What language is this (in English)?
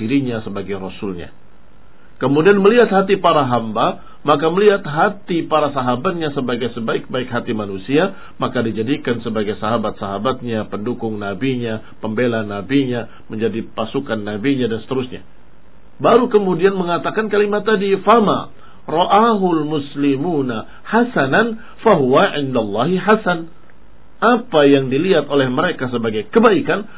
Indonesian